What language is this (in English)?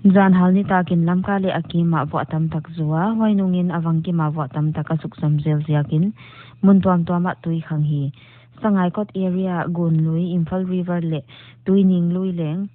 Paite Chin